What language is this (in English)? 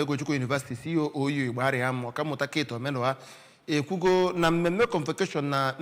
Igbo